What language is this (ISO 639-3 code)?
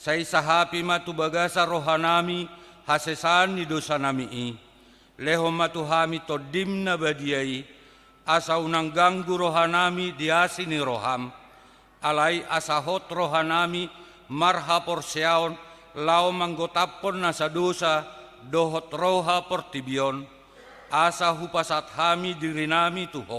bbc